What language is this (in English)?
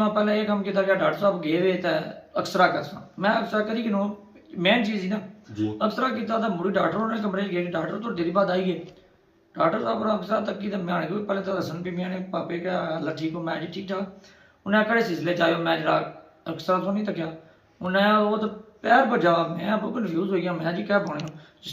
Pahari-Potwari